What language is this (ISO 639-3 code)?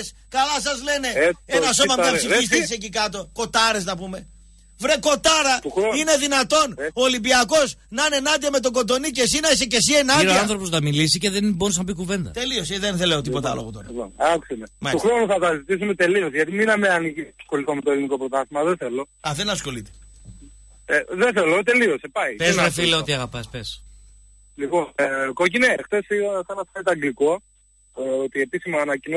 ell